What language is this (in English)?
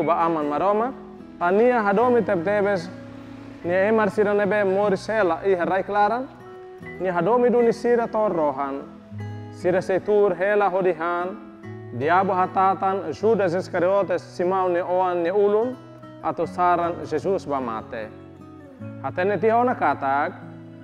Tetum